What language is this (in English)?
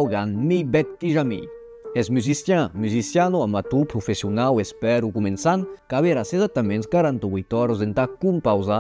Occitan